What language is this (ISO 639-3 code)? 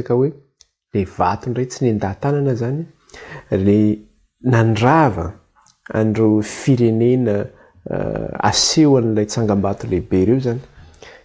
mlg